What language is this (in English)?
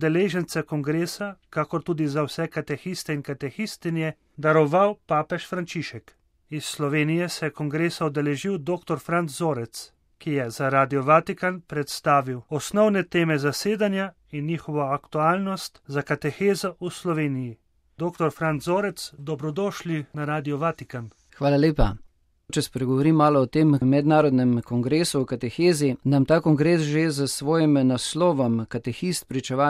Slovenian